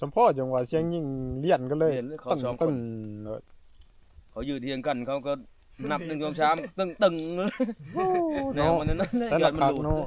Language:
Northeastern Thai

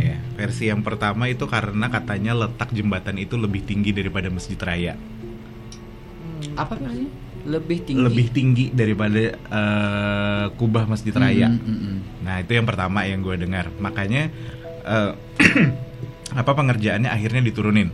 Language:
Indonesian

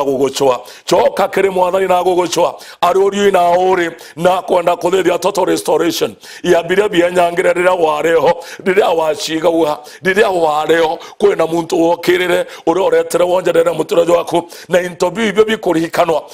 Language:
Meru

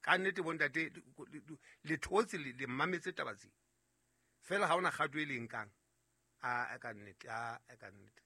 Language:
Southern Sotho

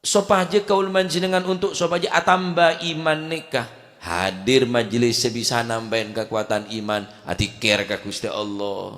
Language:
Madurese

